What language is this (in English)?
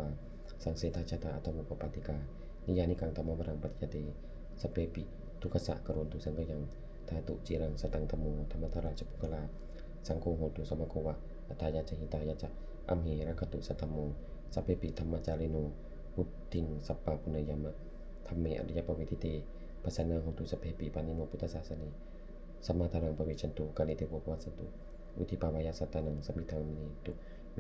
Pali